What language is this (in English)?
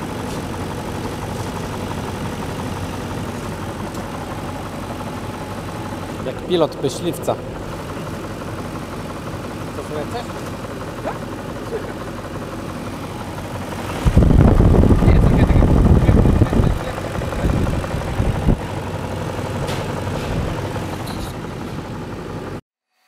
Polish